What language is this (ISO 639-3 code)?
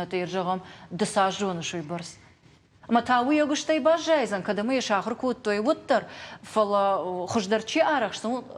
oss